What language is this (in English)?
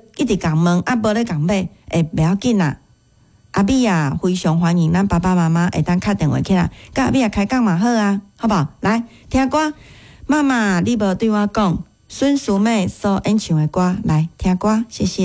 Min Nan Chinese